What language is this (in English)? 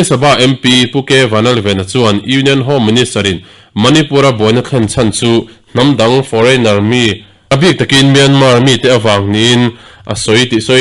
Mizo